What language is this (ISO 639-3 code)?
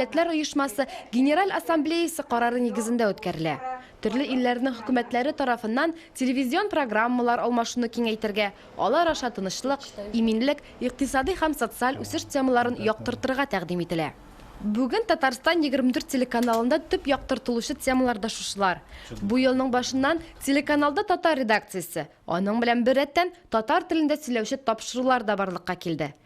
tat